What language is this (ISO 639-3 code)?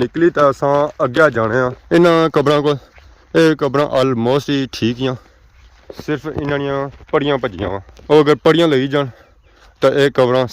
phr